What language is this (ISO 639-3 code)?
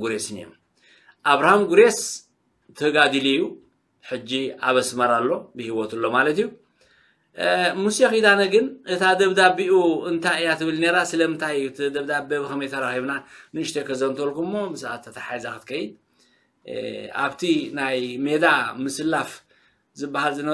tir